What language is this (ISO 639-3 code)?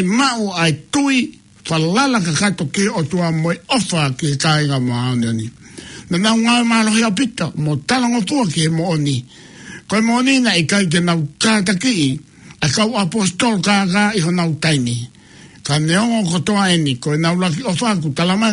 ton